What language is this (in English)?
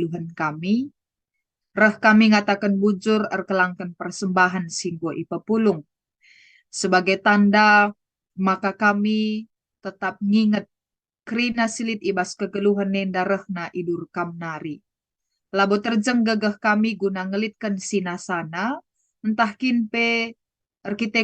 Batak Karo